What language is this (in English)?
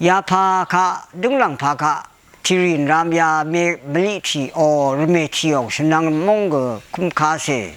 Rawang